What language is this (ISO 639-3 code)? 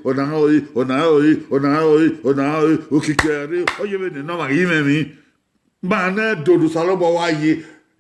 bin